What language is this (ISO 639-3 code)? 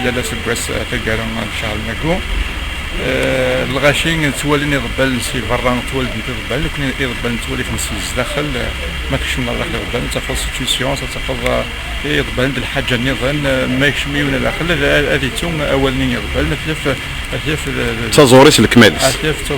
kab